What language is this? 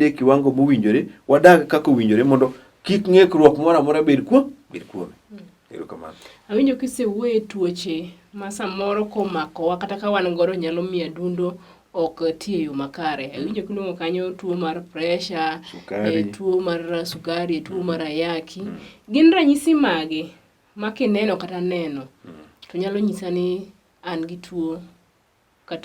Luo (Kenya and Tanzania)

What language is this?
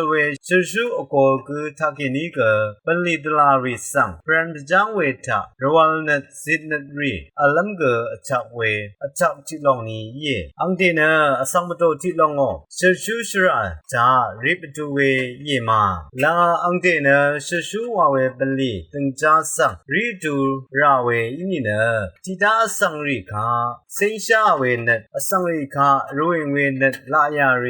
Rawang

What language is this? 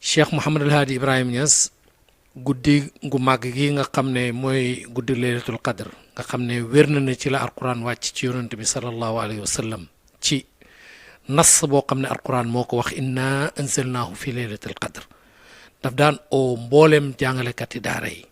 Wolof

